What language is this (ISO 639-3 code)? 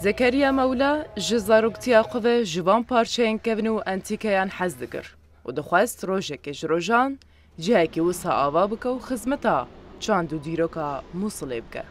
kur